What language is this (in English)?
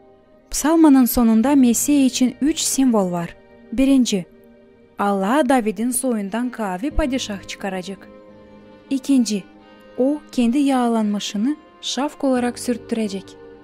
Gagauz